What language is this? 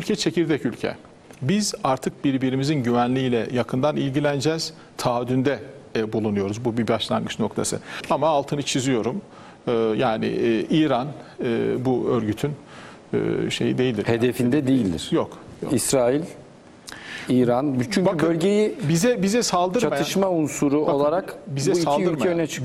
Turkish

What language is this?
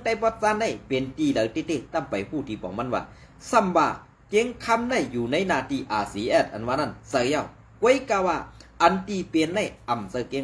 Shan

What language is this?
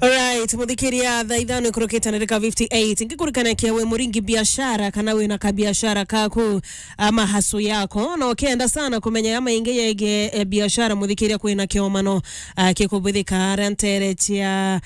Meru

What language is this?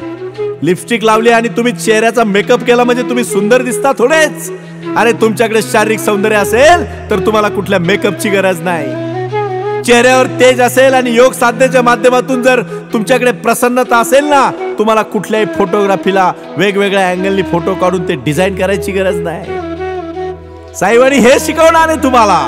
Marathi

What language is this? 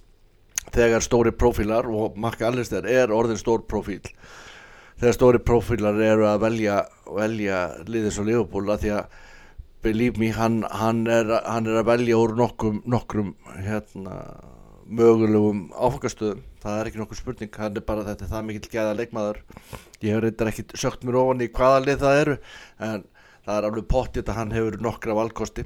Icelandic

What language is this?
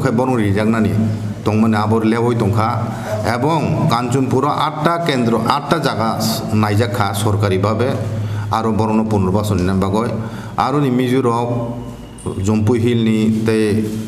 Kok Borok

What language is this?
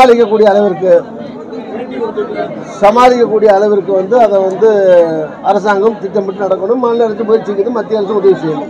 Tamil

